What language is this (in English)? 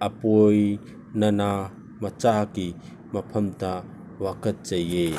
Manipuri